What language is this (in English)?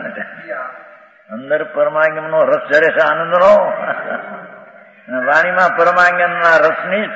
Gujarati